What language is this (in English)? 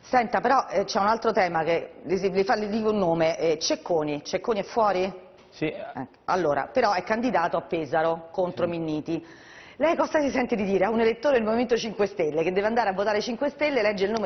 Italian